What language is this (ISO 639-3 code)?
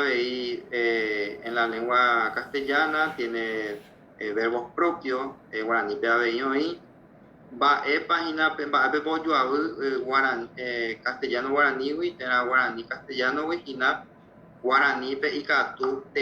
grn